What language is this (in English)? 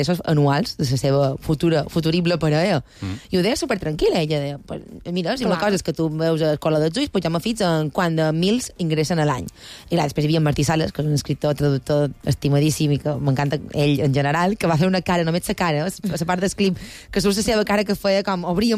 Catalan